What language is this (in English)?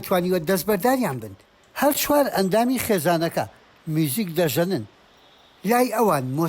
Central Kurdish